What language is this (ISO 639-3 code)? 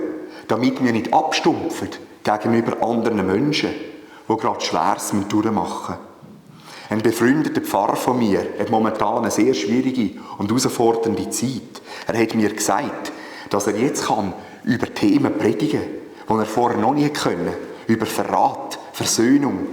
gsw